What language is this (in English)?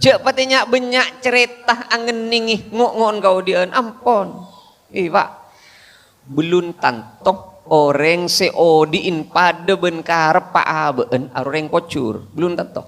Madurese